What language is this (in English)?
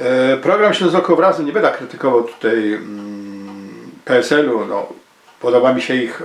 Silesian